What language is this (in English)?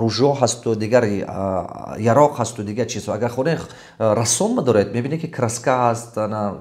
Tajik